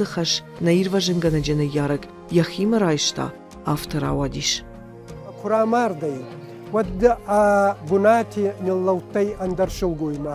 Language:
Ossetic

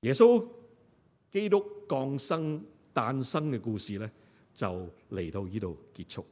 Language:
Cantonese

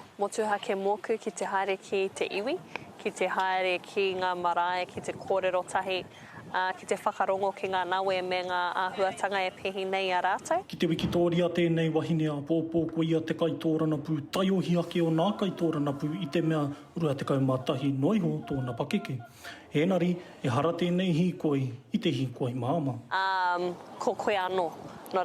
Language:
Māori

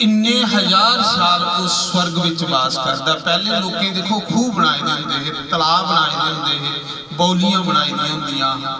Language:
Dogri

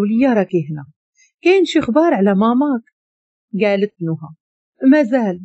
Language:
Moroccan Arabic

